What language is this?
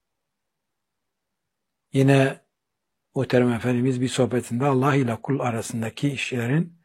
Turkish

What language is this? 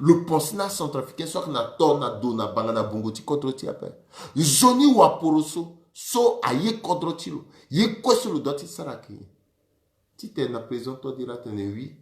Sango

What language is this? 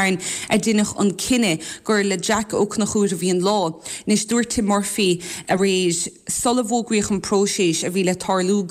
Irish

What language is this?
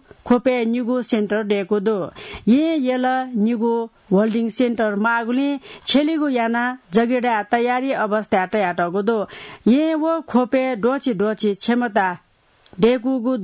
Newari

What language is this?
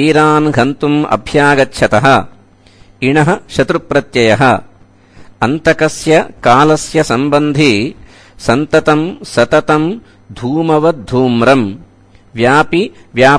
Sanskrit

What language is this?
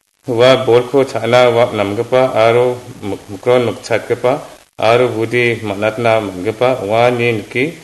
Garo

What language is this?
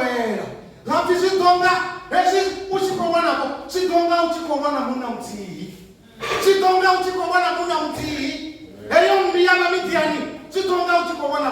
Venda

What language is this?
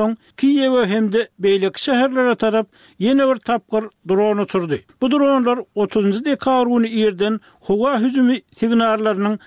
Turkmen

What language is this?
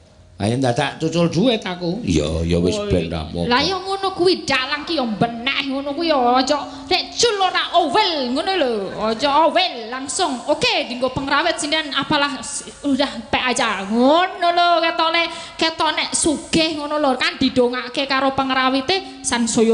Javanese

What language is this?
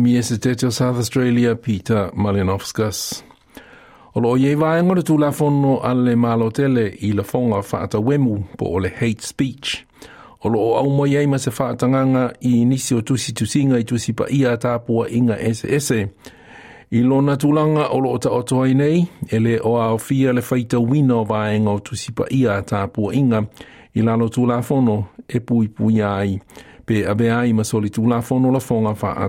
Samoan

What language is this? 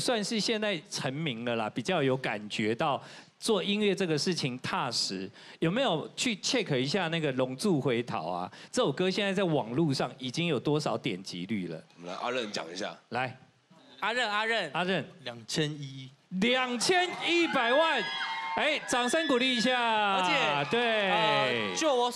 Chinese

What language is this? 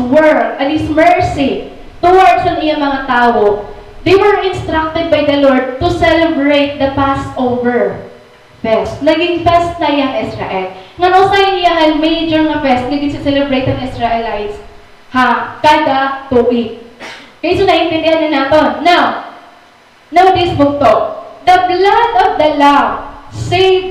Waray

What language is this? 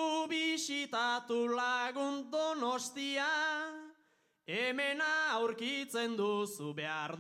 Basque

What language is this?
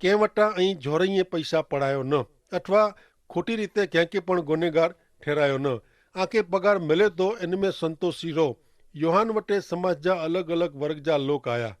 Kachhi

